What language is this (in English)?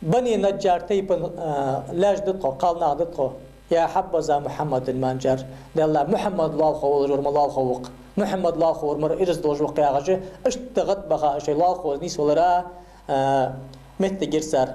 Ingush